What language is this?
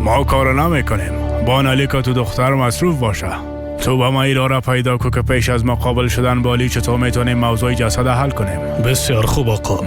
Persian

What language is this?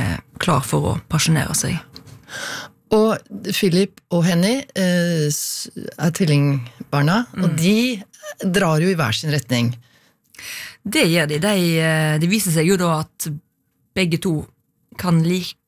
Norwegian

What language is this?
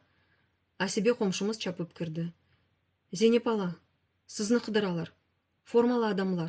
Crimean Tatar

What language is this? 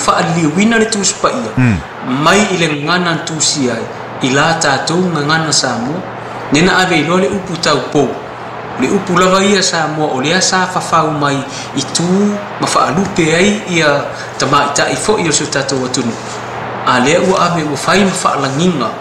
Samoan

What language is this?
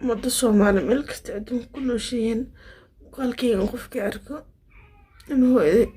Somali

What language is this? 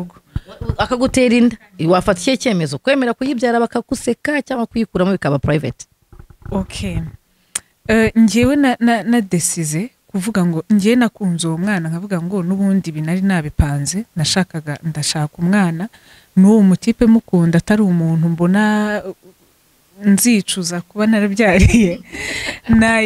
Kinyarwanda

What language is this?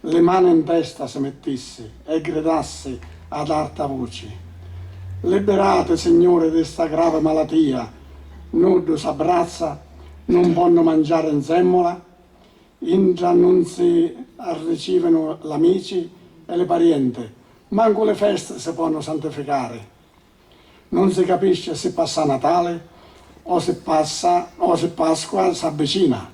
Sicilian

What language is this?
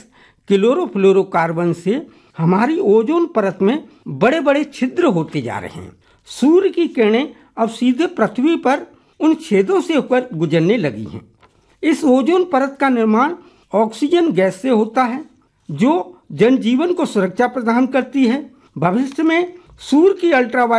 Hindi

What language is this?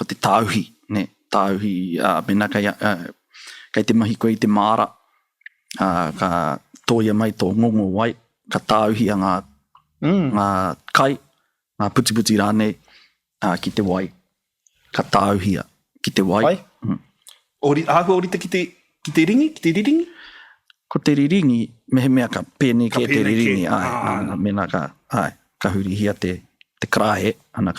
Māori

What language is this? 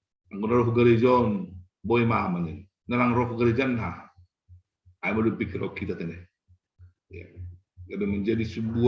Batak Simalungun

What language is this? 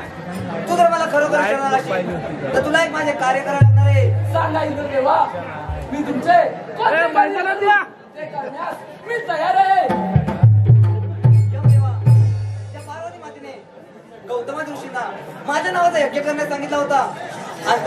Marathi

